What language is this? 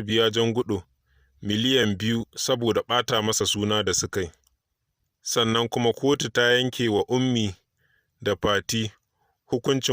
Hausa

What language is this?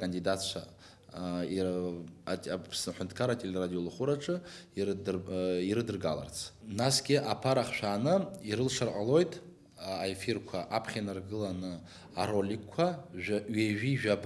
Abkhazian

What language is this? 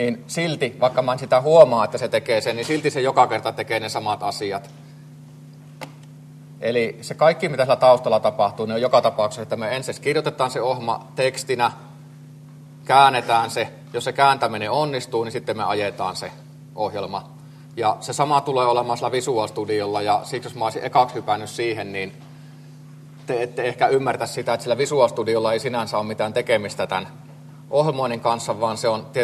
Finnish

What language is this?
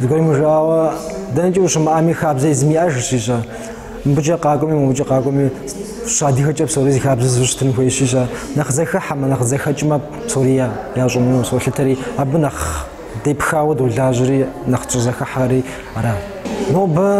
Kabardian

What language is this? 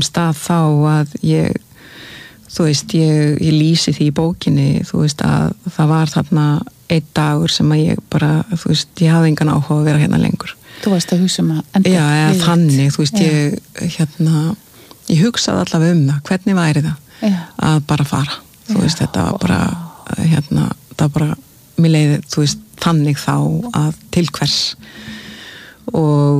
Icelandic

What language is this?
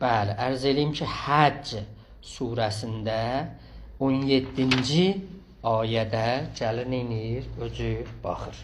South Azerbaijani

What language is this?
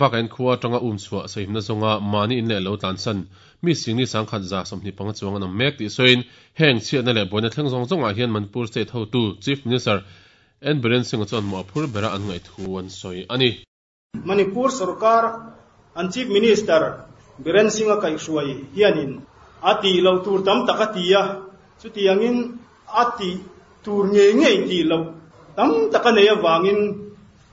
Mizo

